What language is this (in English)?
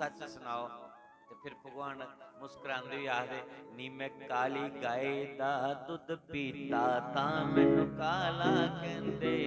Dogri